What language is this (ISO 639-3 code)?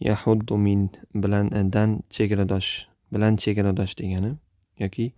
uzb